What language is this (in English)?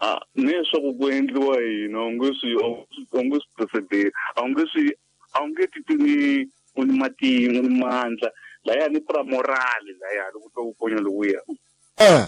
Tsonga